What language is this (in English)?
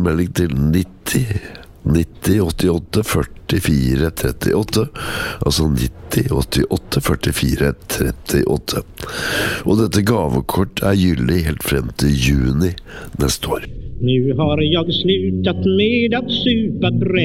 Norwegian